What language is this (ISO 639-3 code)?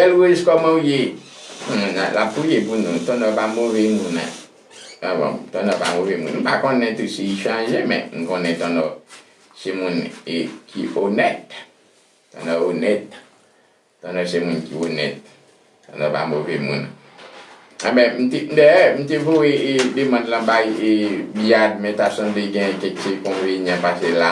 hat